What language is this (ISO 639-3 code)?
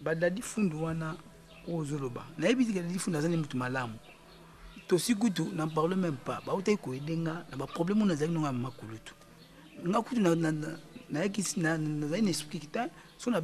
lin